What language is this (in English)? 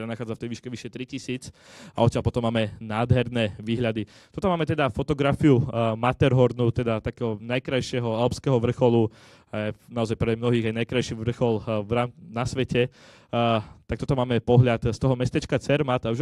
Slovak